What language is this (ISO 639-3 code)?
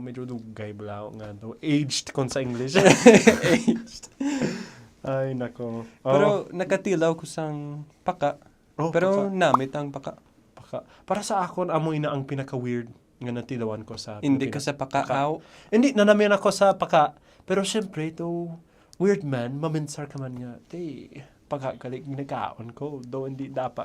hil